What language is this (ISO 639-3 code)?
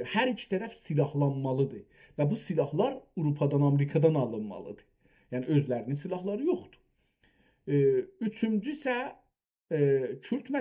azb